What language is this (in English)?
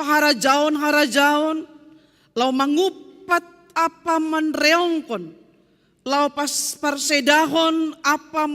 Batak Simalungun